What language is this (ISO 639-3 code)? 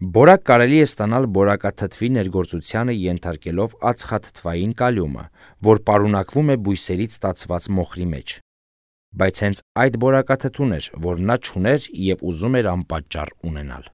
hye